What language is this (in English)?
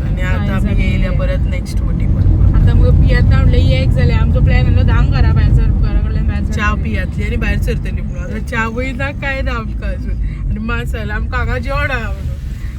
Konkani